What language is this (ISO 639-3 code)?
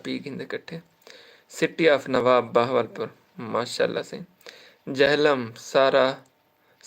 skr